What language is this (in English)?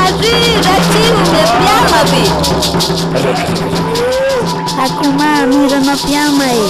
Shipibo-Conibo